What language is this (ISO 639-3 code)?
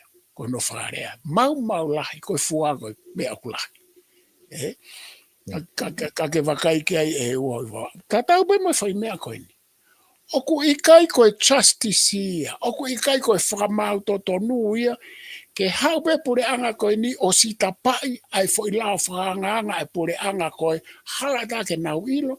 ton